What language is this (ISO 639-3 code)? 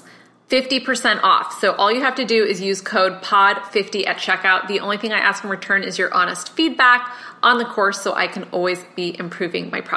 eng